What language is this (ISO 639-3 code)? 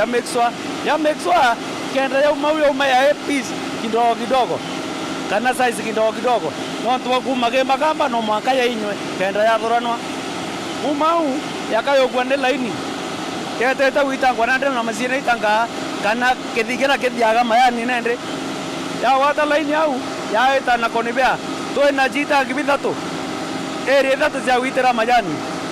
mer